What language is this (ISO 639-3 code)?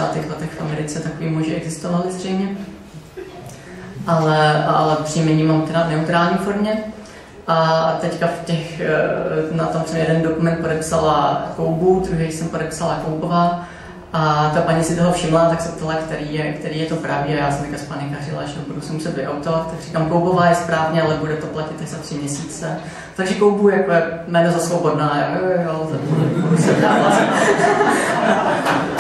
ces